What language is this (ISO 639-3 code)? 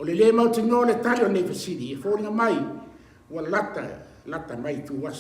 smo